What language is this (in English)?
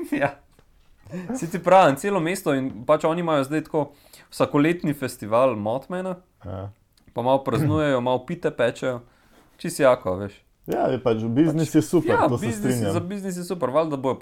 Slovenian